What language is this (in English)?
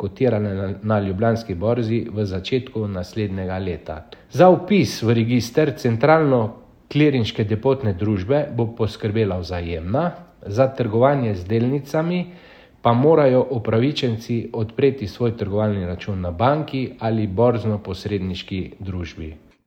Slovenian